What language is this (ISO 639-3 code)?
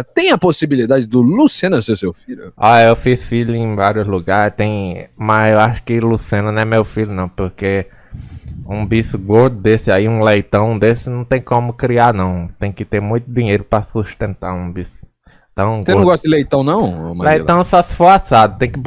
por